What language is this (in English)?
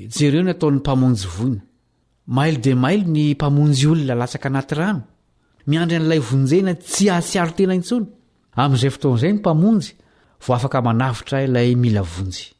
Malagasy